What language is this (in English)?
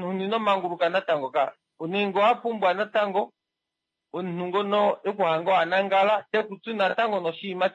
Kuanyama